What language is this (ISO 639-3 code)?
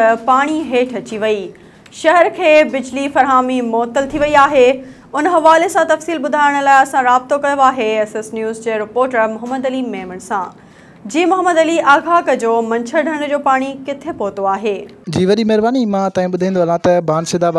snd